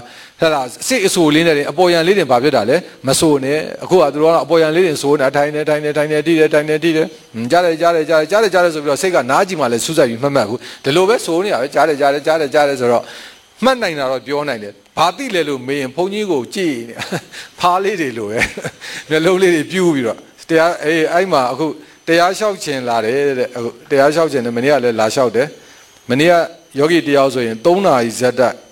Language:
Burmese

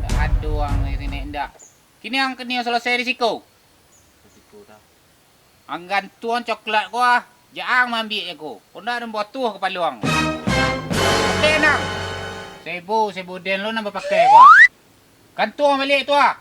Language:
Minangkabau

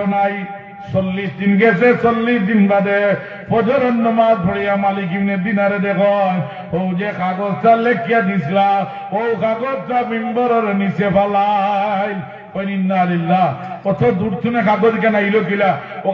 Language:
Sylheti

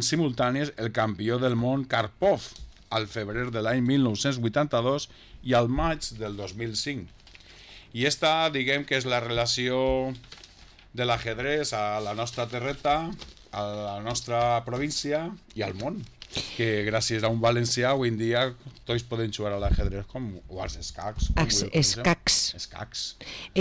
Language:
Catalan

